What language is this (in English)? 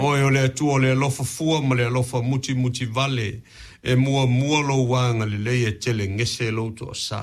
Samoan